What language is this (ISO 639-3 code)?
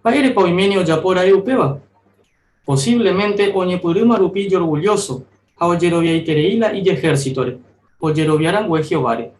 grn